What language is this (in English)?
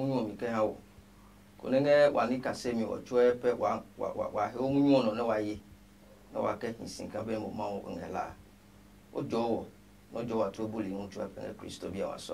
Adangme